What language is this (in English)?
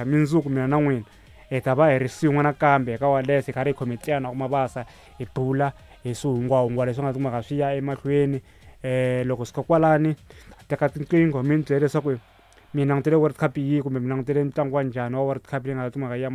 Tsonga